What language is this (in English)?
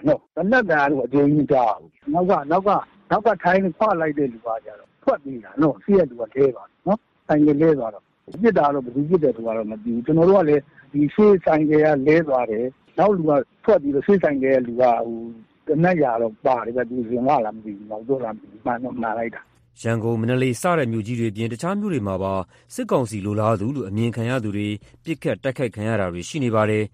Burmese